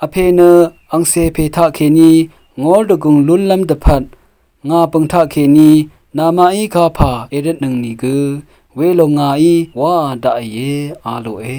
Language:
Rawang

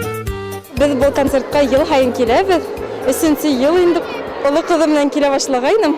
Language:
Bashkir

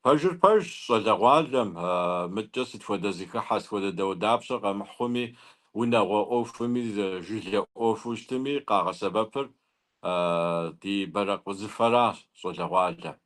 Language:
Kabardian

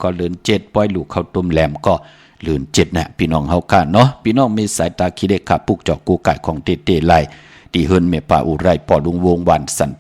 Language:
Shan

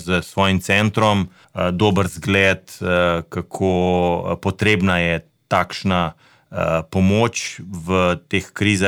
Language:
Slovenian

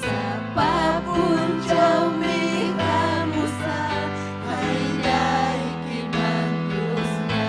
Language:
Ayacucho Quechua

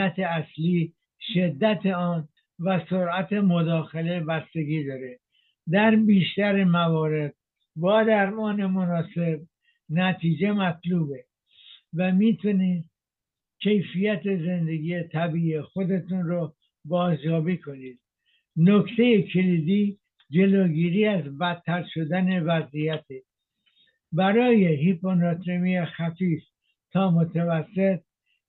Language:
Persian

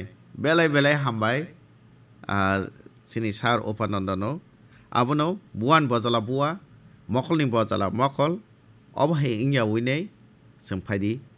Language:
Kok Borok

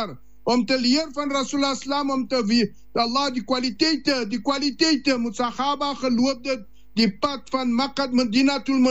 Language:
Afrikaans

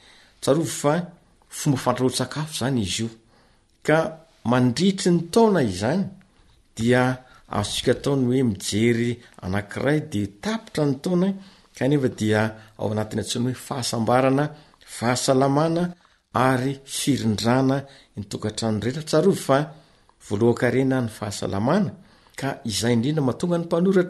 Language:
Malagasy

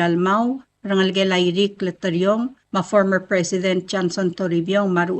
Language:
Palauan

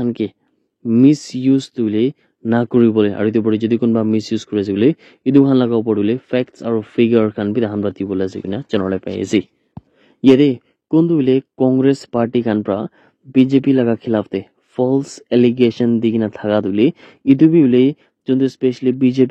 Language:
Naga Pidgin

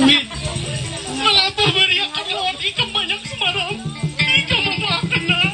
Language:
Banjar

